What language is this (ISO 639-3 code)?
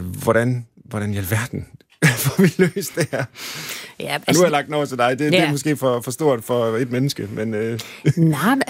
dan